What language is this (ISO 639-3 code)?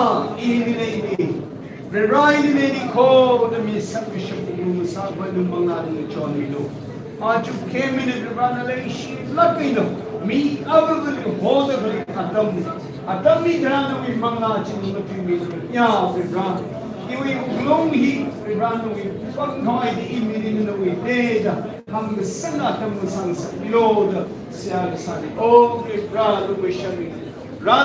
nmf